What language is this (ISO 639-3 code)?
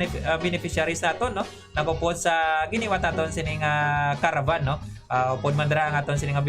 hil